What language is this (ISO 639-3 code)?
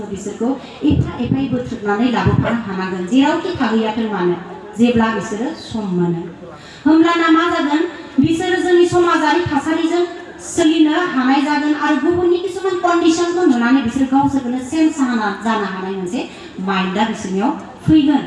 brx